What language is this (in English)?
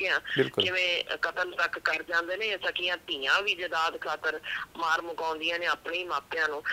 Punjabi